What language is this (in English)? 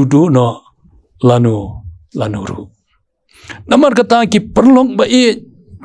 Khasi